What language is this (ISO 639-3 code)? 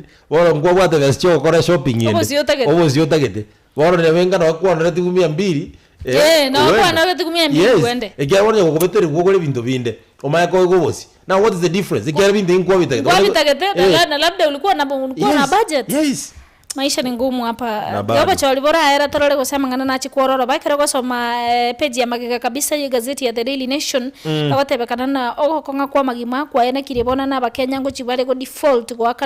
guz